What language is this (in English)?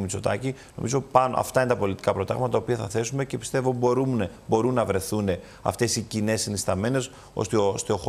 Greek